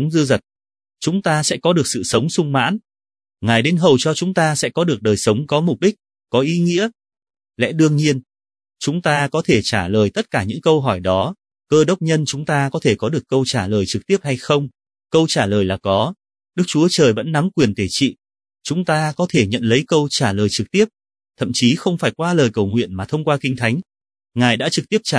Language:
Vietnamese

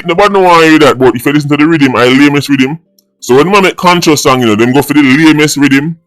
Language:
Jamaican Creole English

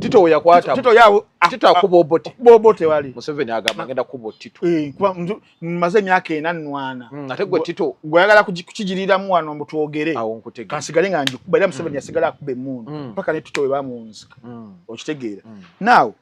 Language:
Ganda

